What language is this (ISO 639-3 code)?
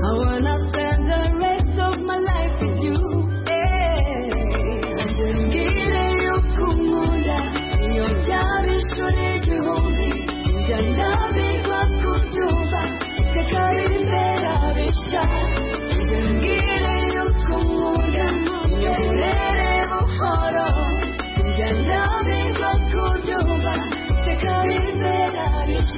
kin